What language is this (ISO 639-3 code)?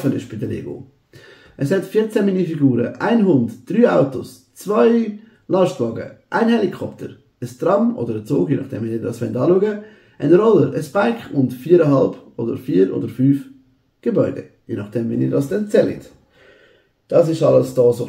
gsw